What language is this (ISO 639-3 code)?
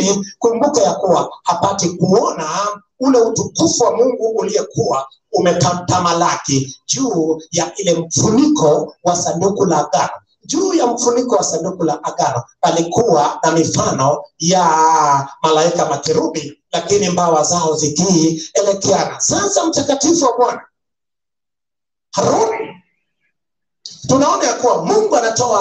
swa